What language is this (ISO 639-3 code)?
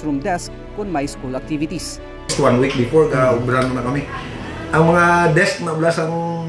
hil